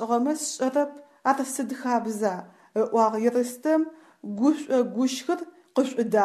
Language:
Adyghe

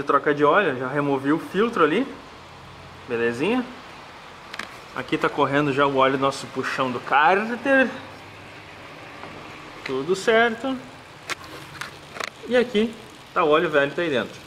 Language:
Portuguese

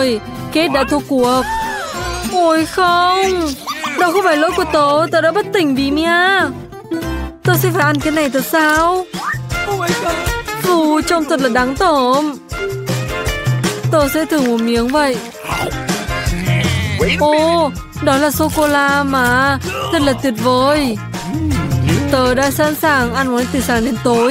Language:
Vietnamese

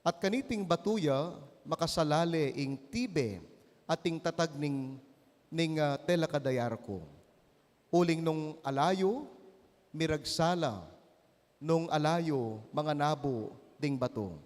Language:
Pampanga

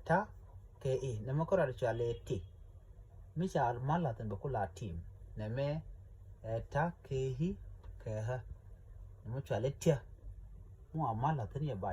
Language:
Nuer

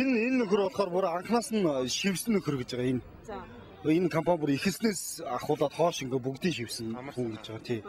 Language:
Mongolian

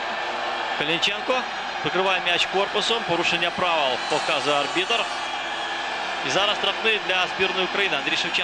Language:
Ukrainian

